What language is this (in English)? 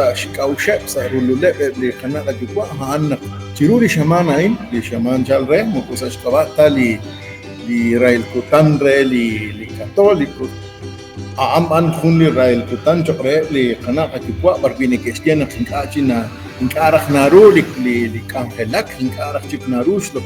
Kekchí